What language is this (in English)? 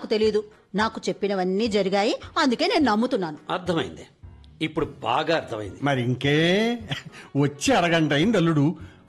Telugu